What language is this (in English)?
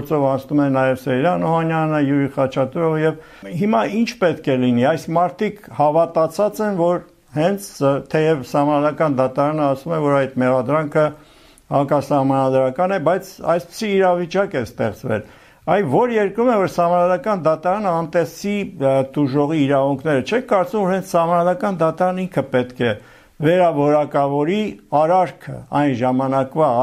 Armenian